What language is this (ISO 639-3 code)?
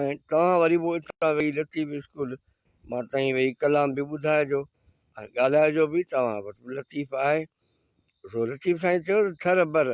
snd